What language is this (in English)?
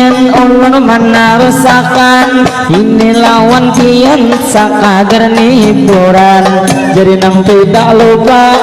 Banjar